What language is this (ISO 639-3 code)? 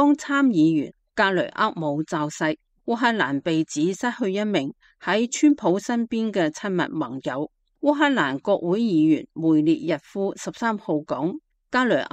yue